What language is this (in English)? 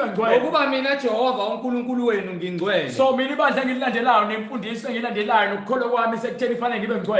Zulu